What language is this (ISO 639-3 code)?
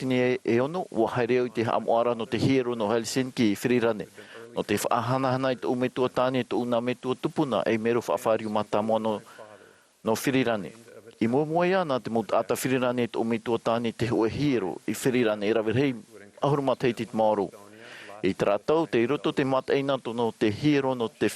tah